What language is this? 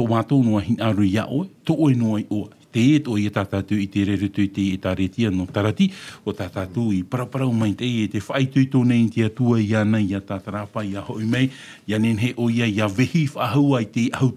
Tahitian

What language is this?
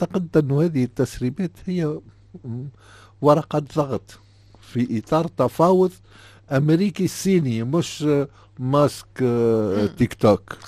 Tunisian Arabic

